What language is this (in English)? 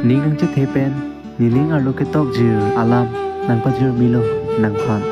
Karbi